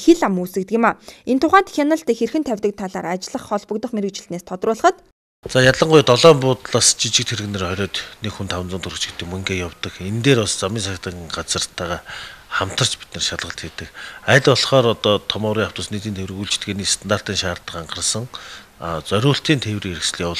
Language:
Mongolian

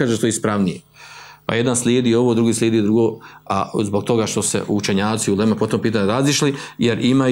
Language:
Bosnian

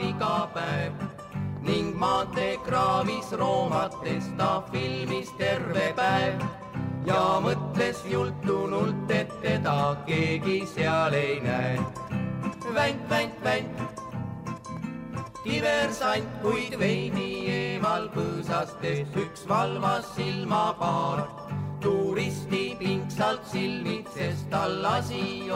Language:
Estonian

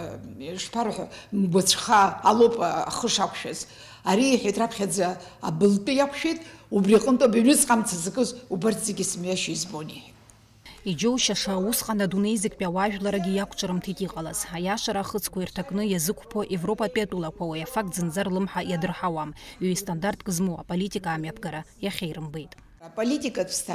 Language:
Abkhazian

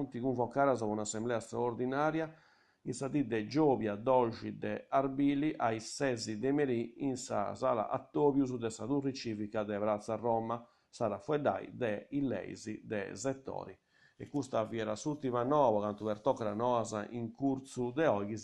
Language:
Sardinian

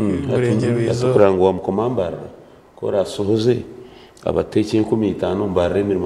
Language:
Nyankole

